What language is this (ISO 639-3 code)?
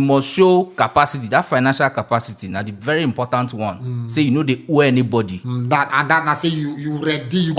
pcm